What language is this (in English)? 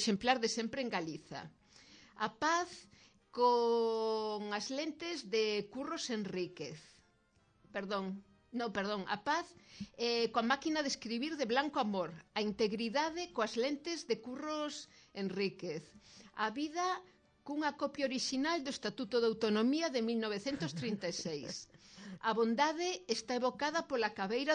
Galician